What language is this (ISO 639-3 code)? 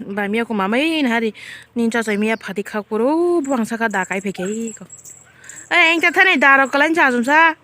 trp